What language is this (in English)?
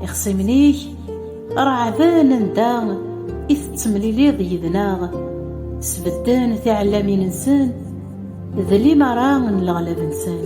Kabyle